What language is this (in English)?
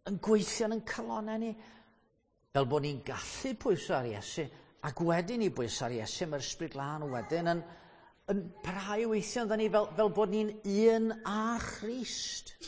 Welsh